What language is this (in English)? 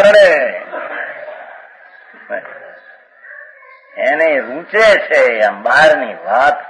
Gujarati